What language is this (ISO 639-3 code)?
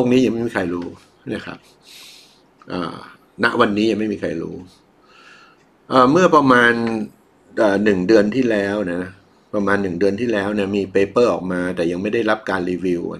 tha